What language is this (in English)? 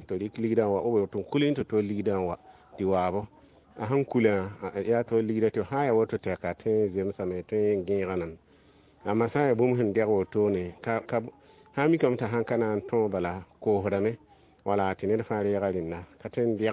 Mossi